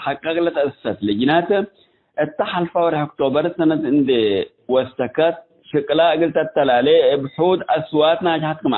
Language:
Tigre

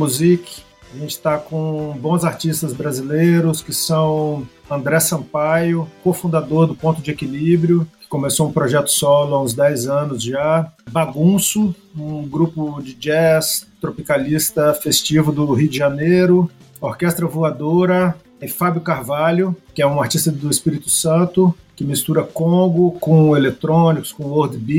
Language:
Portuguese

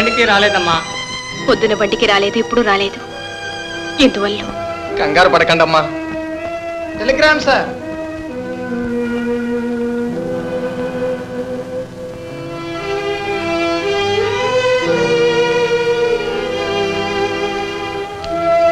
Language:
Telugu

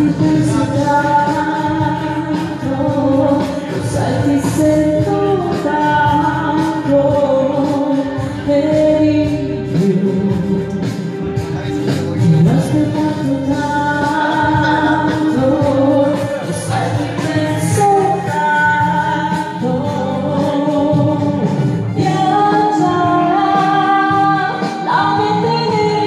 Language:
Italian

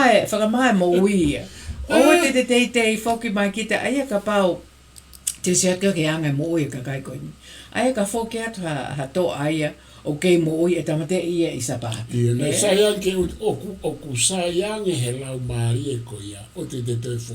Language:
Tongan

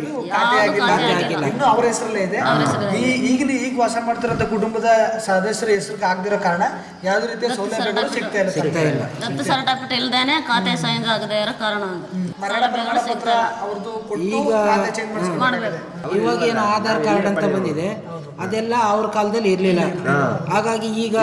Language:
Kannada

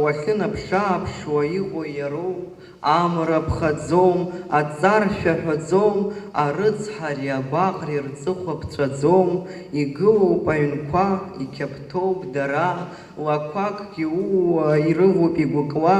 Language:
Abkhazian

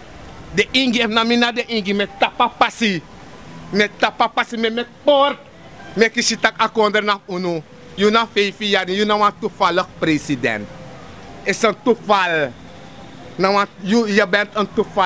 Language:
Sranan Tongo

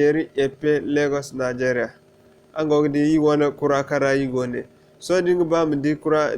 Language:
Zarma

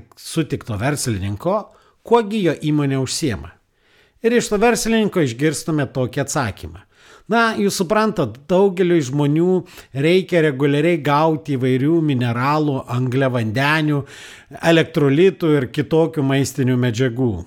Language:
Lithuanian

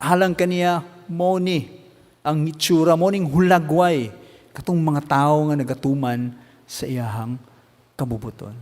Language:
Cebuano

